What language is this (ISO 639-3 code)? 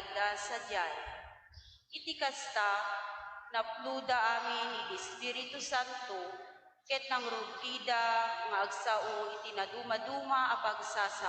ilo